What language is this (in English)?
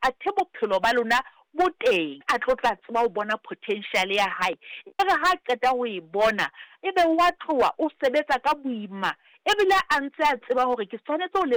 Southern Sotho